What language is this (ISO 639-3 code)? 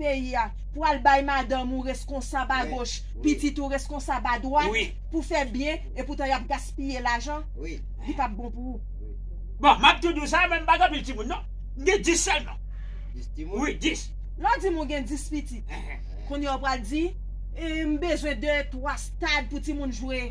hat